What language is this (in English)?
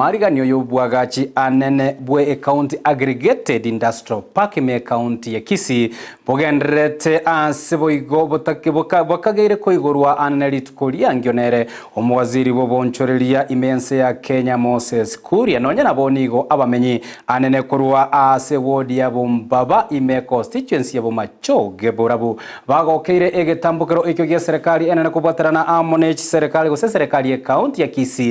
Gusii